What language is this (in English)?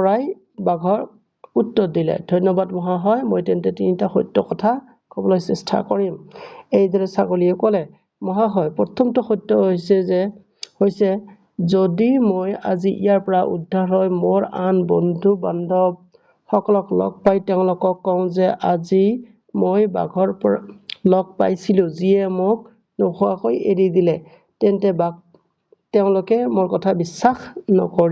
Assamese